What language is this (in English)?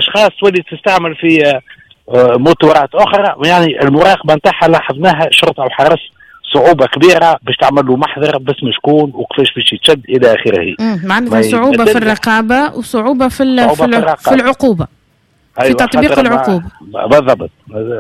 Tunisian Arabic